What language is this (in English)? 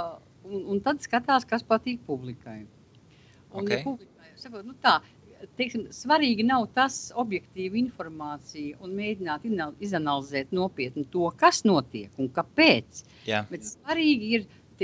Latvian